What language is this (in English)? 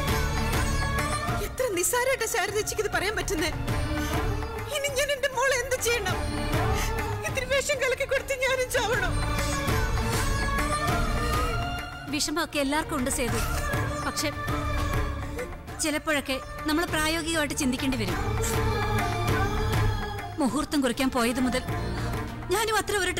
Malayalam